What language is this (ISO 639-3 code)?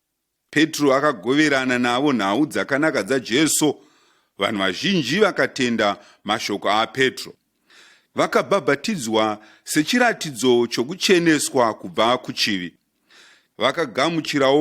sna